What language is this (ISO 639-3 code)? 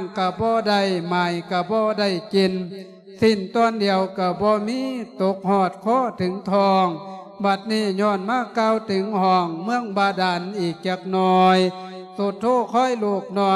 lao